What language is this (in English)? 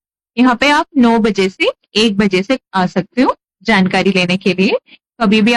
Hindi